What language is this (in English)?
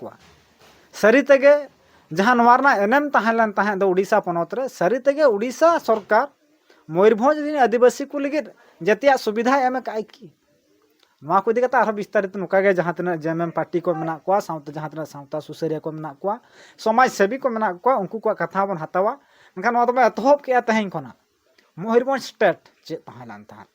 Santali